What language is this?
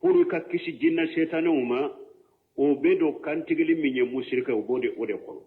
Bambara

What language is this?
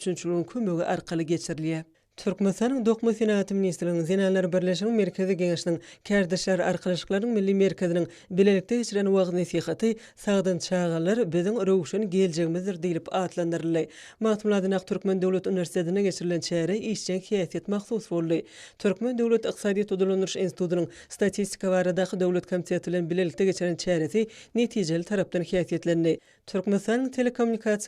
Turkmen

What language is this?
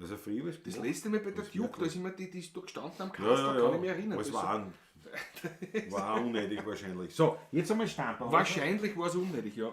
Bavarian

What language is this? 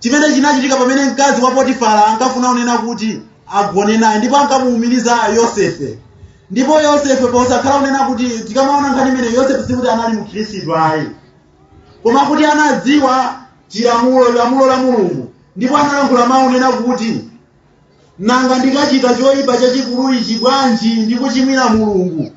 Nyanja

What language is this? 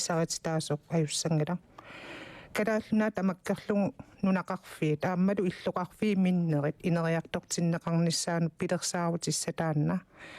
Kalaallisut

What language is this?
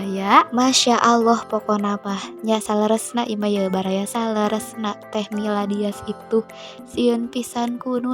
Sundanese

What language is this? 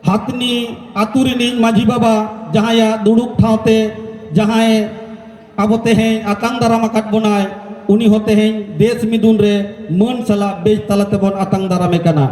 Santali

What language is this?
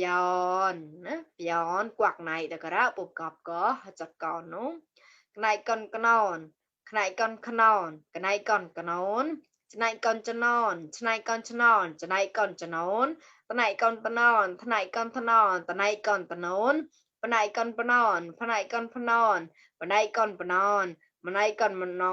Mon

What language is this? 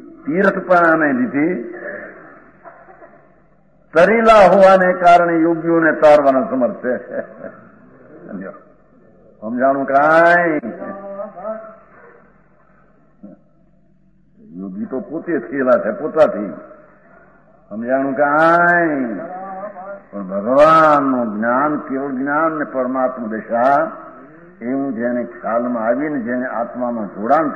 Gujarati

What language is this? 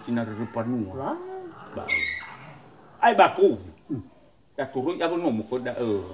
Nias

